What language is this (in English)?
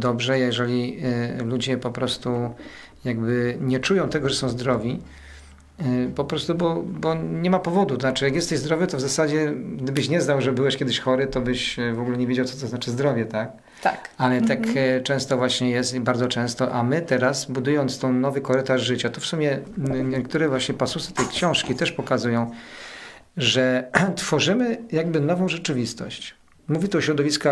Polish